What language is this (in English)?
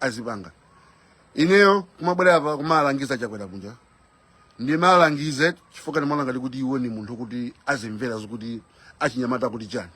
Nyanja